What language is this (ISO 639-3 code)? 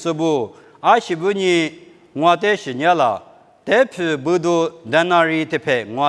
lis